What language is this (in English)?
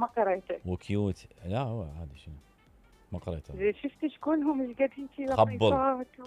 Mesopotamian Arabic